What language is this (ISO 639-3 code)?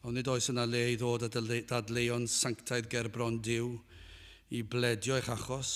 cym